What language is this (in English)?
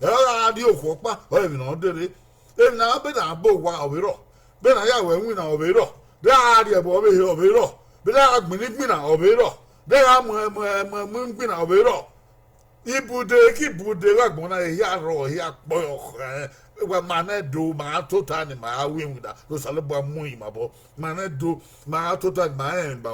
Bini